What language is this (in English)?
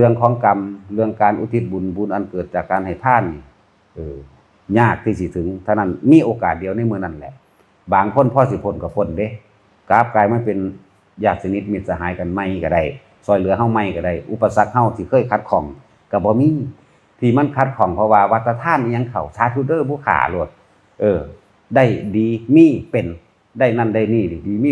Northeastern Thai